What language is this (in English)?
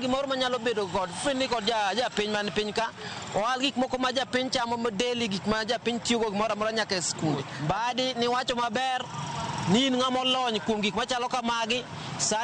Luo (Kenya and Tanzania)